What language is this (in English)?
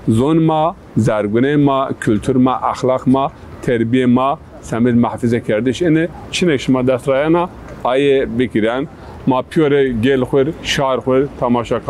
Zaza